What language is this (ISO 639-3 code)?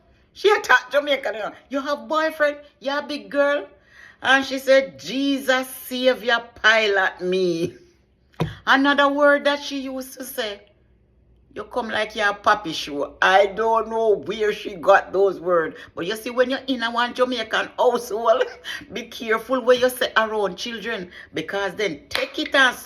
jam